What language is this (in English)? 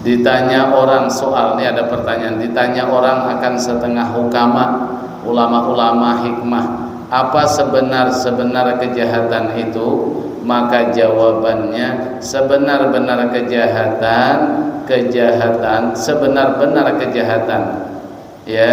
Banjar